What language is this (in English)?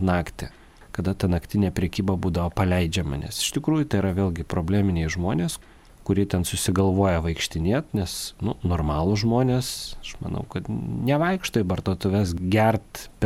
Lithuanian